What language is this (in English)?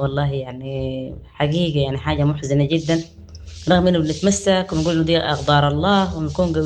Sudanese Arabic